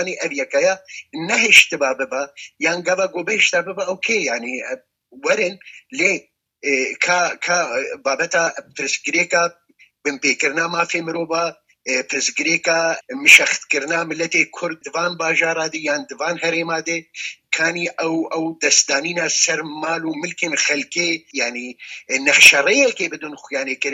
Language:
Kurdish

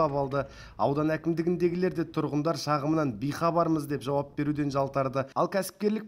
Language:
Kazakh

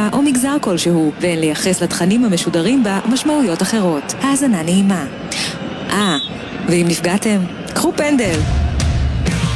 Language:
Hebrew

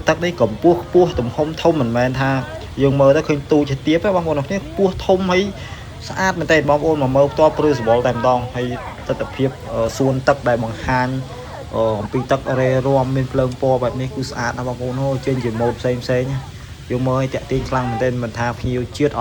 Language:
Khmer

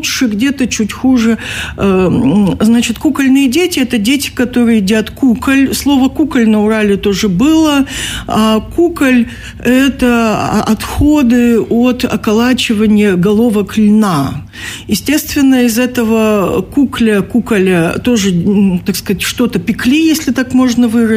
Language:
Russian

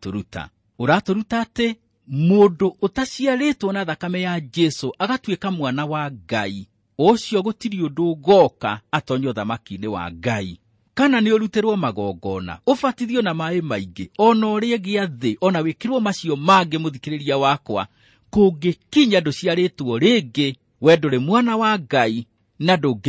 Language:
Kikuyu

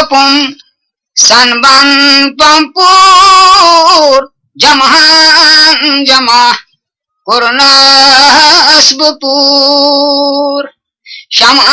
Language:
Kashmiri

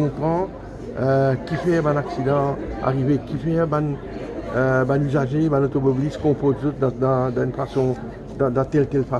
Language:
Morisyen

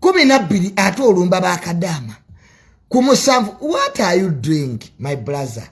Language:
Ganda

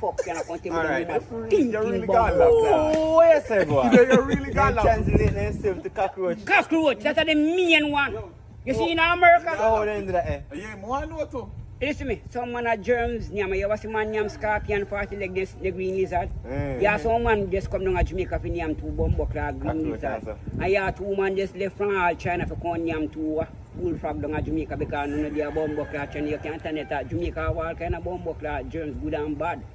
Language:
Jamaican Creole English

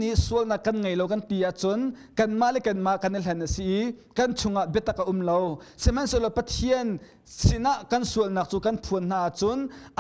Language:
Hakha Chin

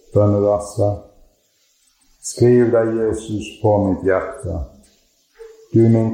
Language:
Norwegian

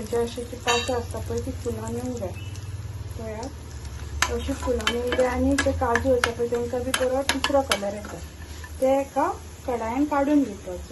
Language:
Konkani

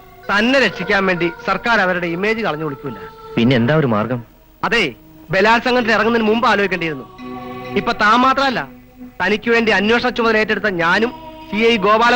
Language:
Malayalam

